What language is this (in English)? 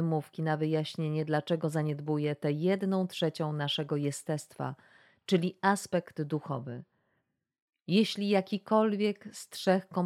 Polish